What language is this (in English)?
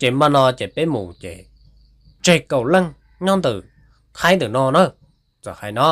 Hmong